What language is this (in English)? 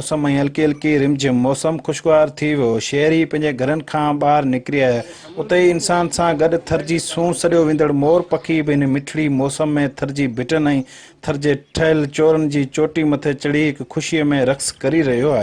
Sindhi